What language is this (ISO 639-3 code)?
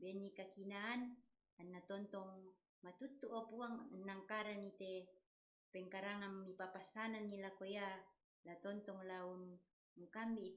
sda